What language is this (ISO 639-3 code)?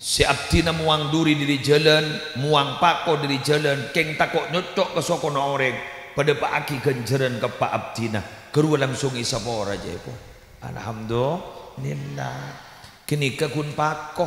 mad